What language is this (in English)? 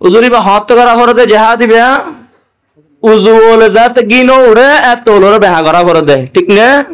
Rohingya